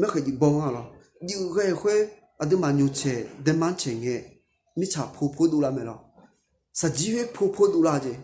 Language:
Akha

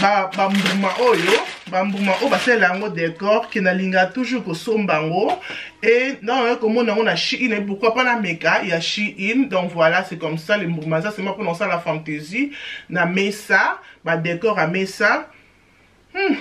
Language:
Lingala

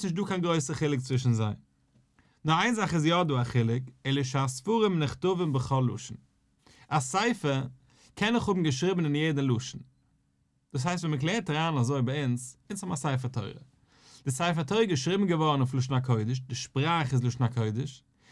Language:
Yiddish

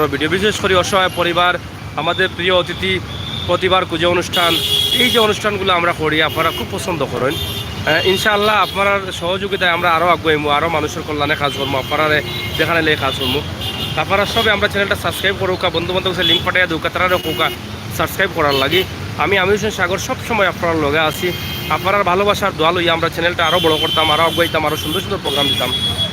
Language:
Sylheti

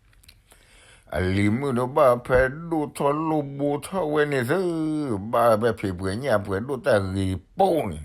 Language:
S'gaw Karen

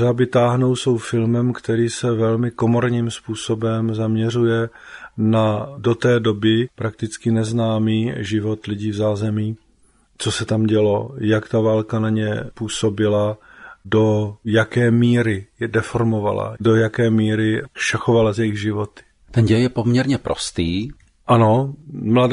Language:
Czech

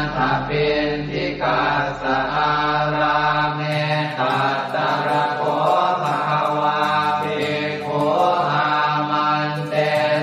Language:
Pali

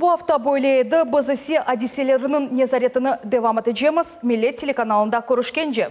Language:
Crimean Tatar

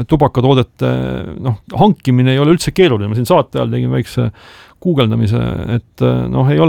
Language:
Estonian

